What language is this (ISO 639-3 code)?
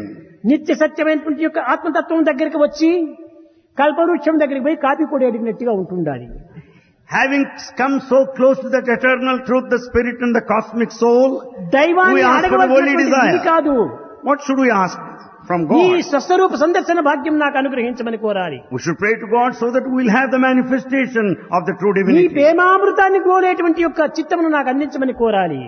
tel